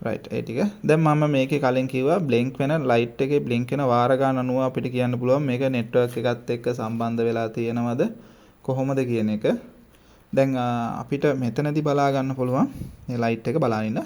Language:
Sinhala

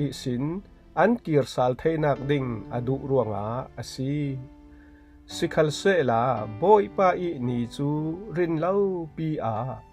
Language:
Falam Chin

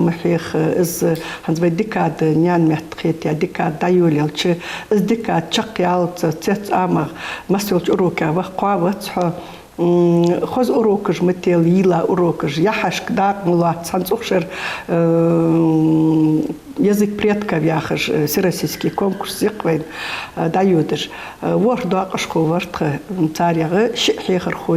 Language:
Ingush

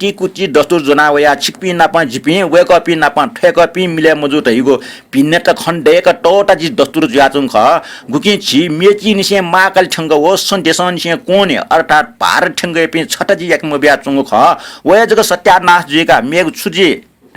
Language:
Newari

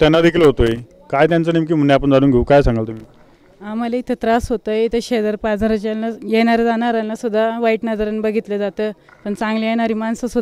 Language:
Marathi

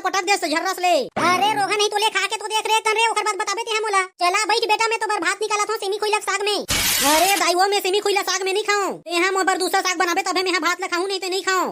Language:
Chhattisgarhi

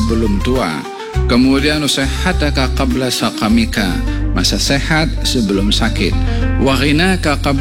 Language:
Malay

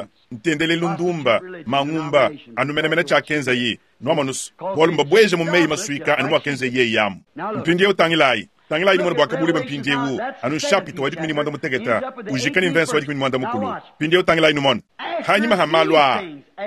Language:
Luba-Lulua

